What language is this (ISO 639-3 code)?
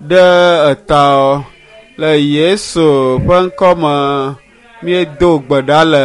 ewe